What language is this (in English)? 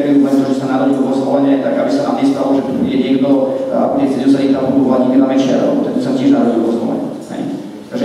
Slovak